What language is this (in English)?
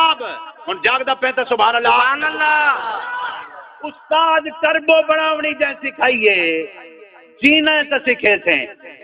Saraiki